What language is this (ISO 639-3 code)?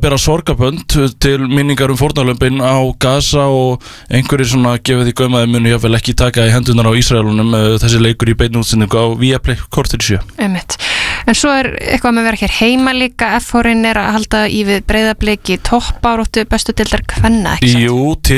isl